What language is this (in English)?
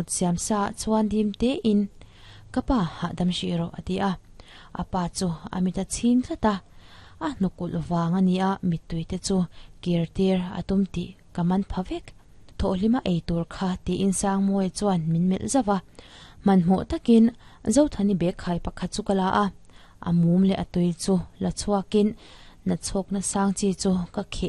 Mizo